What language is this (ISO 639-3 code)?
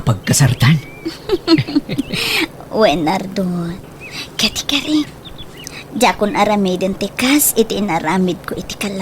ilo